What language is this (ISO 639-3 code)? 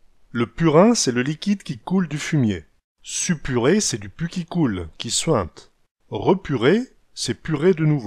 pcd